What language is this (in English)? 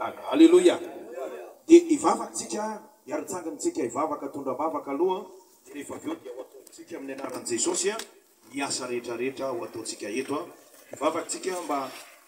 Malagasy